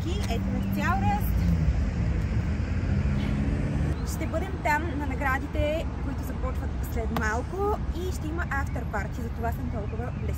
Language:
Bulgarian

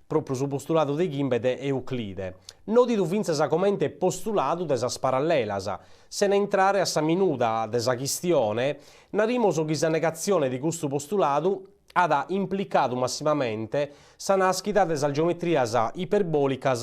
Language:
Sardinian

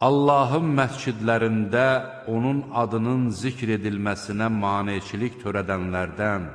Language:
Azerbaijani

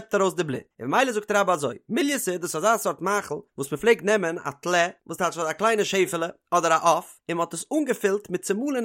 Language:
Yiddish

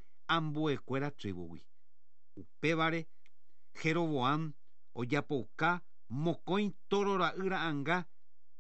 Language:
Guarani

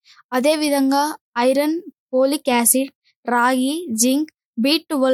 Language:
Telugu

